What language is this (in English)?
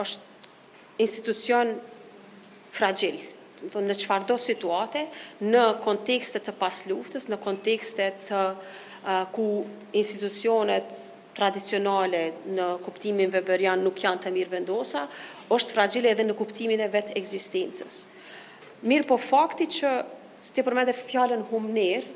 Albanian